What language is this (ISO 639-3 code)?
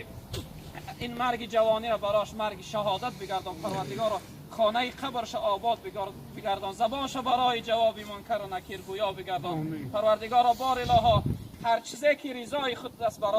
tgk